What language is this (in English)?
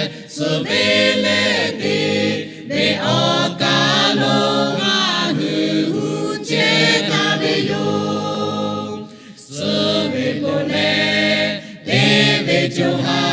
Lahu